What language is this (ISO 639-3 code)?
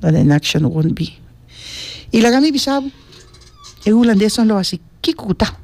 pap